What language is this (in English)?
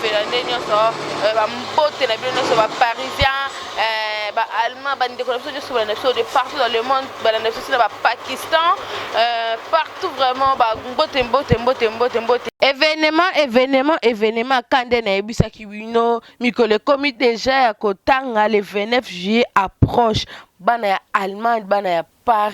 Lingala